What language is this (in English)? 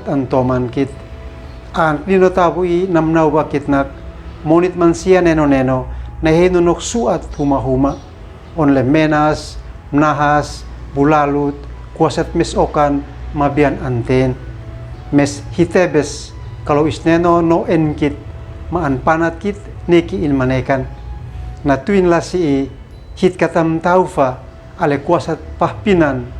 Uab Meto